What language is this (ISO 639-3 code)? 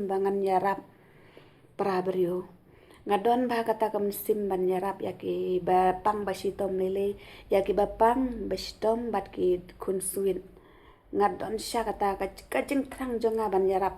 kha